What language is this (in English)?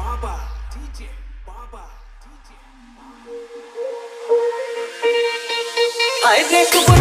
Bhojpuri